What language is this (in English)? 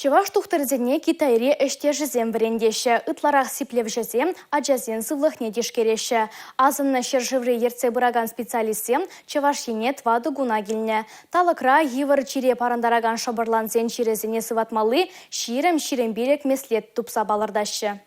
Chuvash